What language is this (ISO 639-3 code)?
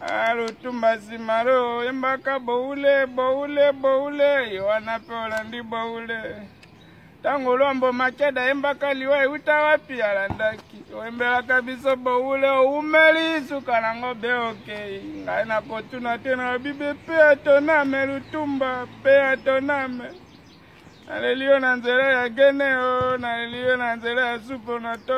lin